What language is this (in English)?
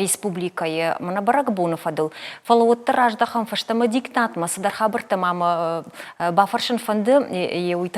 Ossetic